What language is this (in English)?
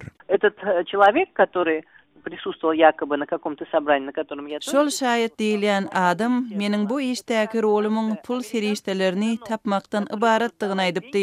Turkmen